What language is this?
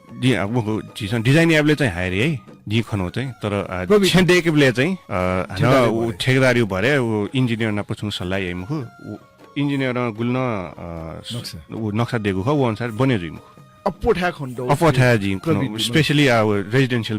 Newari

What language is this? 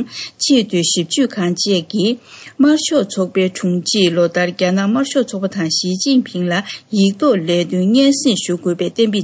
Tibetan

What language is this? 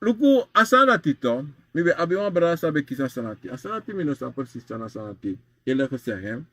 Sranan Tongo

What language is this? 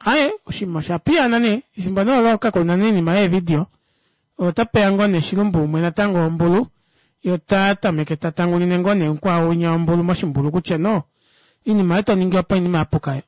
Kuanyama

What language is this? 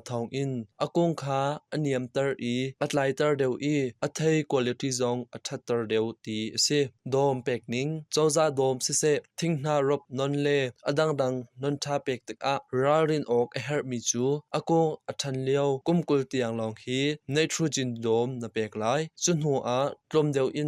Hakha Chin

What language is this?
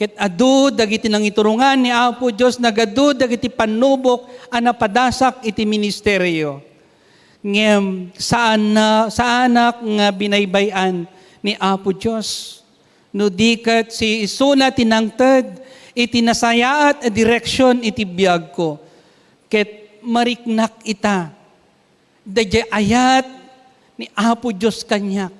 Iloko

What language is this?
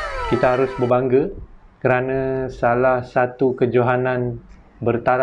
Malay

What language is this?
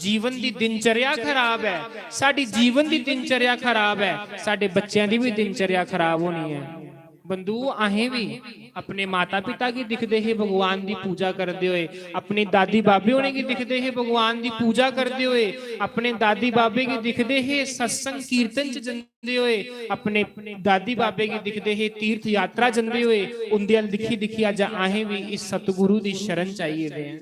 Dogri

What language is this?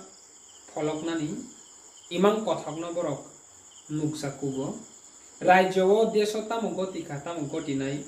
Kok Borok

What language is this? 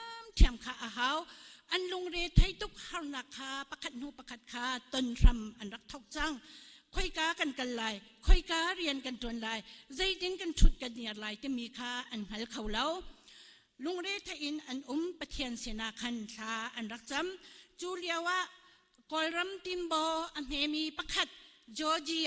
Hakha Chin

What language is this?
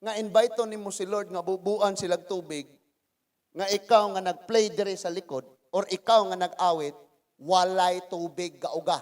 Cebuano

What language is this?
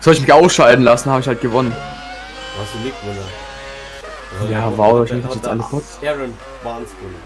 Bavarian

